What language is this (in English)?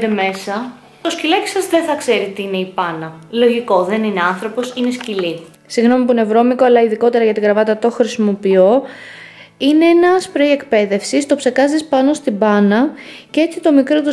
Greek